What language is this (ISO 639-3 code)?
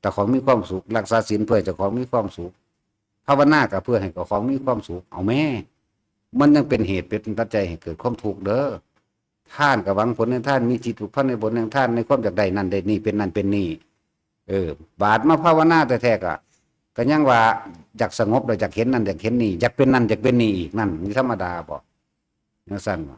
tts